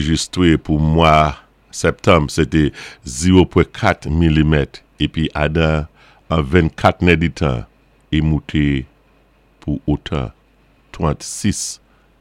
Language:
Saint Lucian Creole French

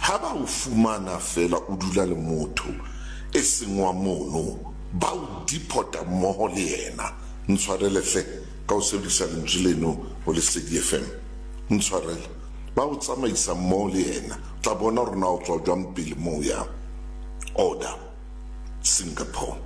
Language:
Southern Sotho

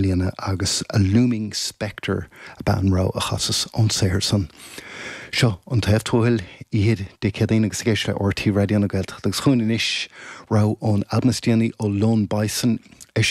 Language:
Irish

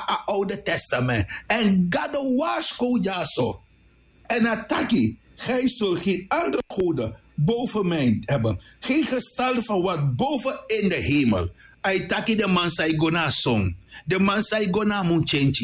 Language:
Sranan Tongo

